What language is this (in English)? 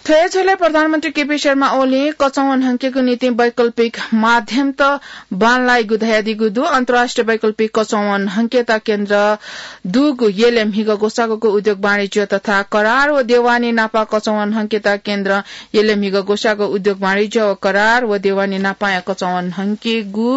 Newari